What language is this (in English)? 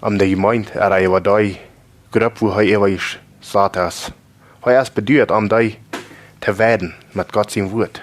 Plautdietsch